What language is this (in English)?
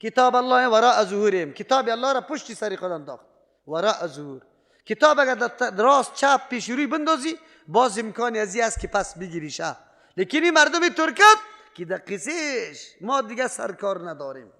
Persian